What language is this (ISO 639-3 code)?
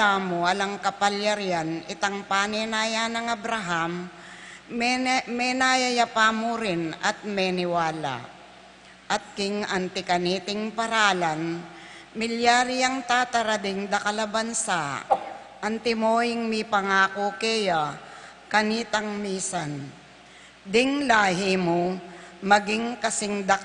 pam